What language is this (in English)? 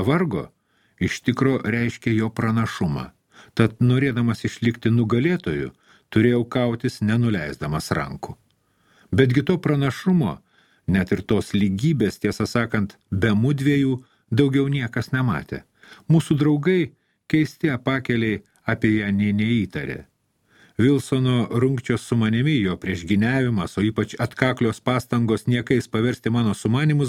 Lithuanian